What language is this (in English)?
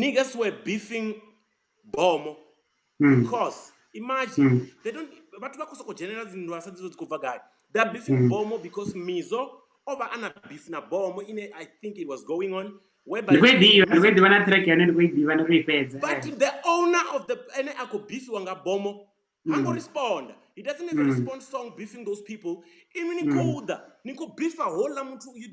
Venda